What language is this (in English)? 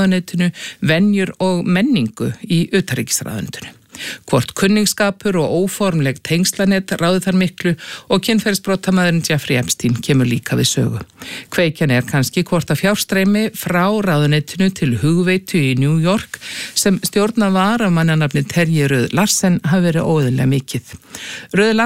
Icelandic